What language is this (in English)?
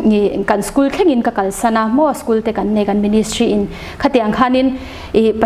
Mizo